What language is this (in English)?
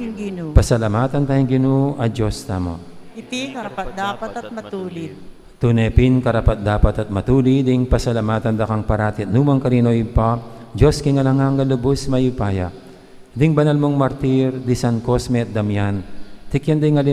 Pampanga